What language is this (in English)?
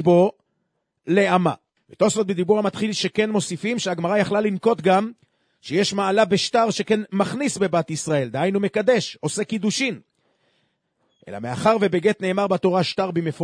Hebrew